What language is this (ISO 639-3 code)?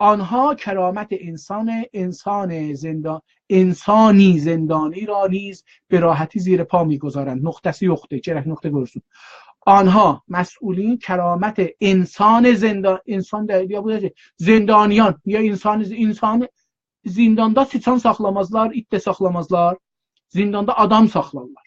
azb